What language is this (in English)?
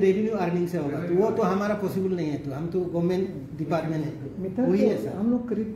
Hindi